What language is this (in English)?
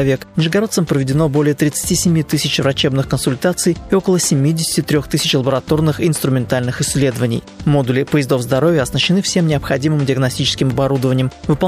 Russian